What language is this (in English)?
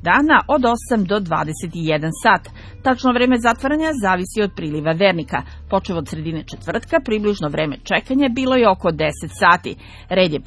Serbian